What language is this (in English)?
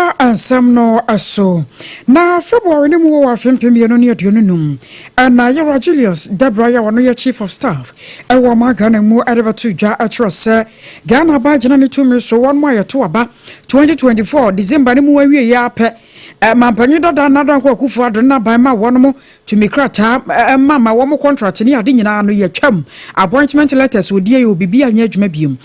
Akan